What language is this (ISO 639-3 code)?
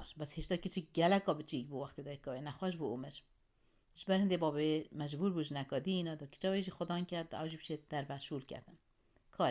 kur